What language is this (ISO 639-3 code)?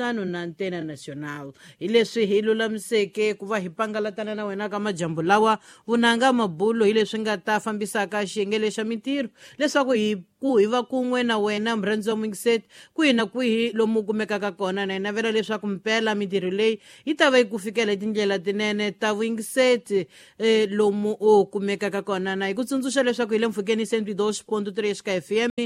tso